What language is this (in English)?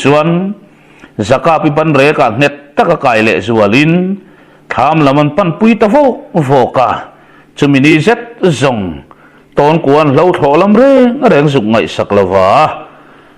Mizo